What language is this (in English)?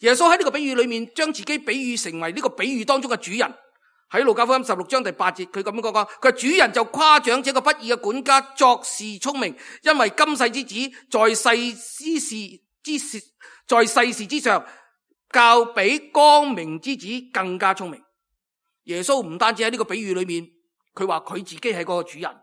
Cantonese